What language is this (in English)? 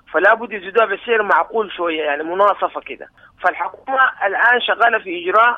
Sudanese Arabic